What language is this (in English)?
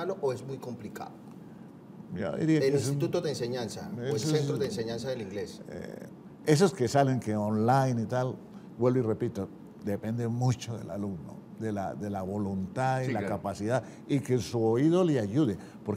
Spanish